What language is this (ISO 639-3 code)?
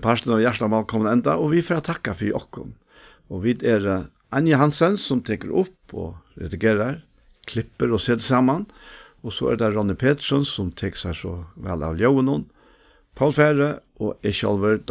fao